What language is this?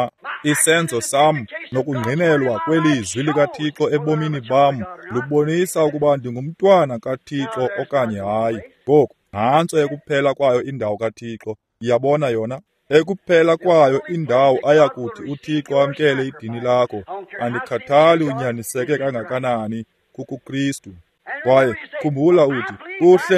Xhosa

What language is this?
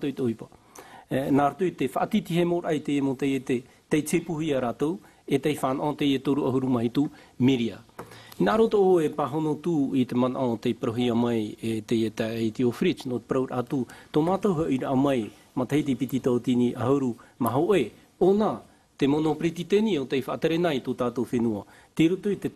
Tahitian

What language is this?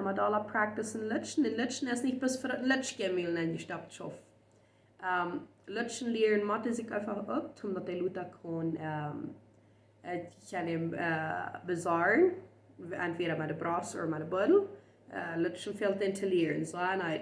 Plautdietsch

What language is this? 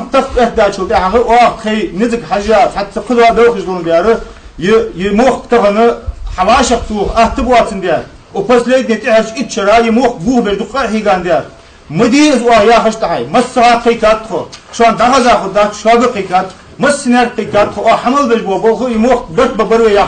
Ingush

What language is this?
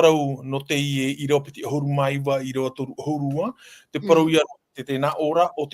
Tahitian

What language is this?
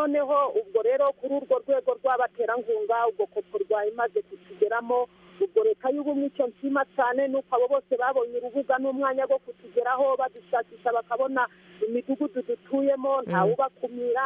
Kinyarwanda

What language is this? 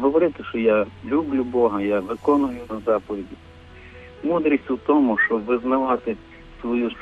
Ukrainian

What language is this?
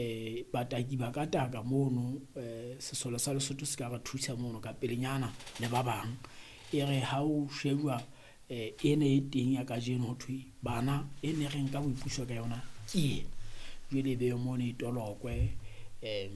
Southern Sotho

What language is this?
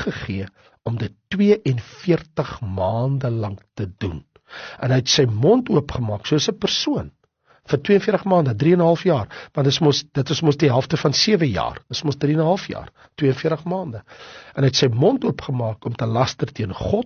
Afrikaans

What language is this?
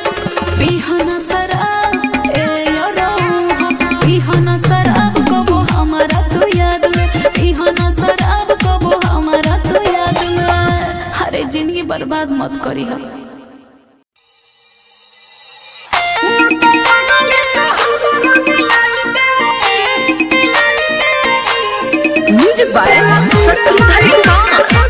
Bhojpuri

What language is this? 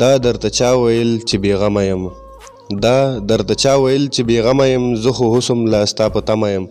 Pashto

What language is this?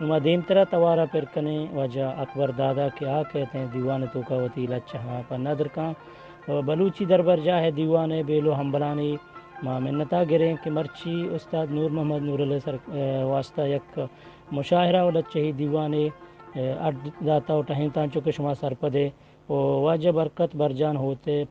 Eastern Balochi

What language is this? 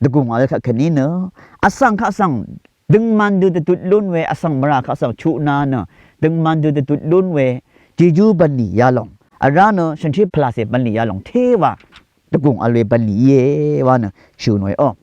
Rawang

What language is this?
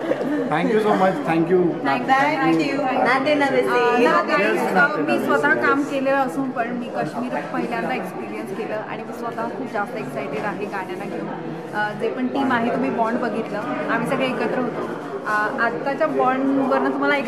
Marathi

